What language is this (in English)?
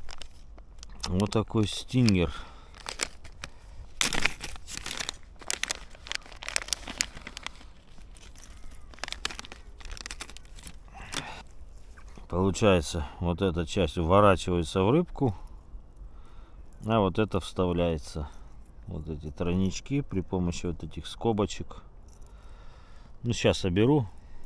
Russian